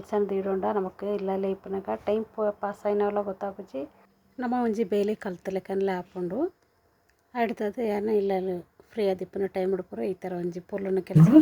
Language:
Tulu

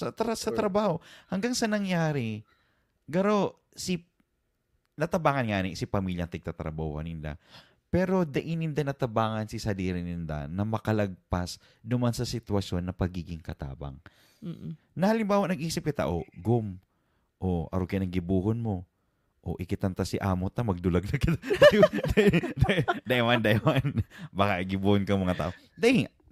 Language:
Bikol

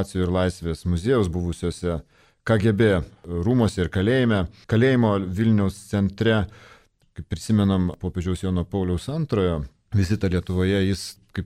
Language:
Lithuanian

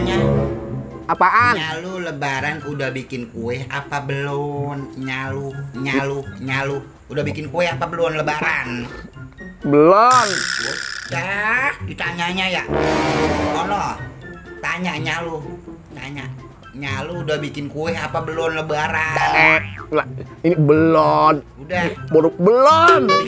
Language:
Betawi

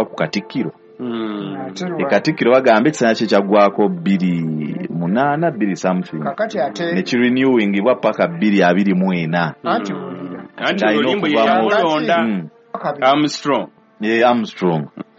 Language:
Ganda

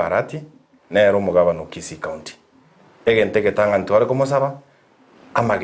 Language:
Gusii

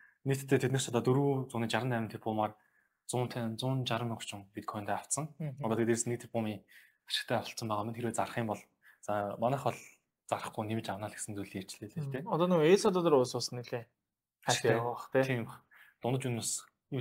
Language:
Mongolian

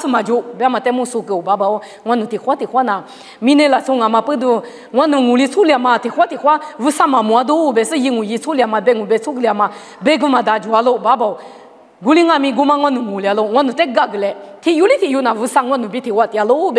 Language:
Lisu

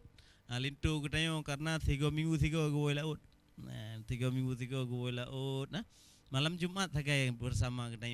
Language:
Achinese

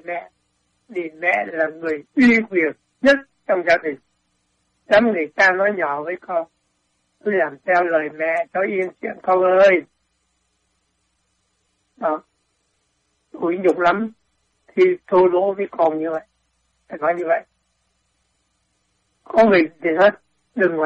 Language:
Vietnamese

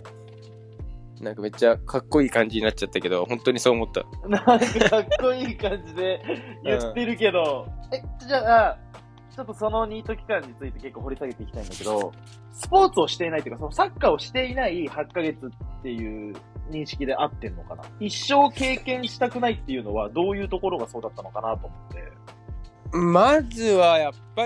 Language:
Japanese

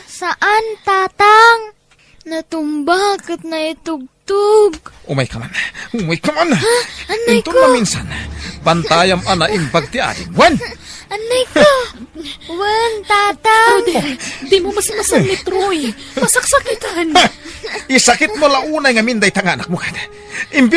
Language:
Iloko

